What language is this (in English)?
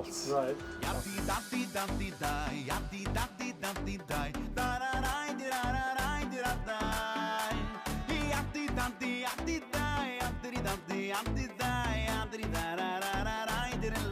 Yiddish